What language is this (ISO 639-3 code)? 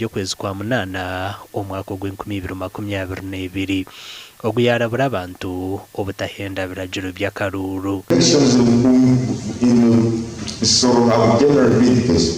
nyn